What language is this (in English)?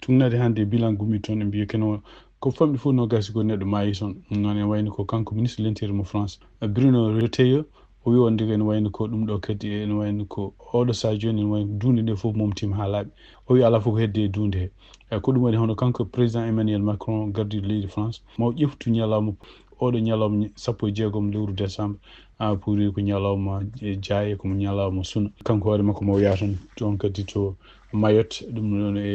Fula